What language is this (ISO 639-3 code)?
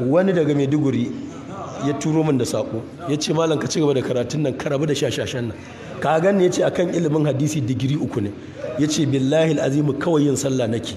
hau